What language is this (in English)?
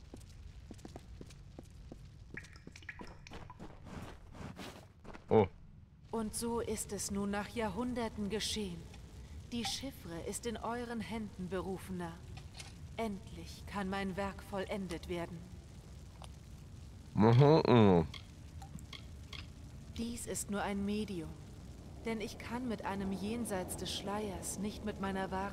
German